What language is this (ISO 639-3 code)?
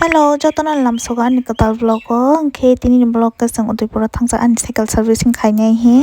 trp